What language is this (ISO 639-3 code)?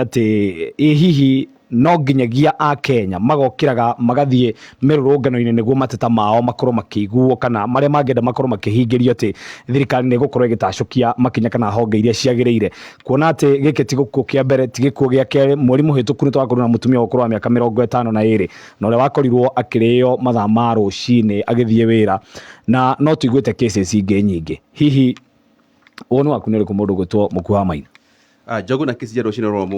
kik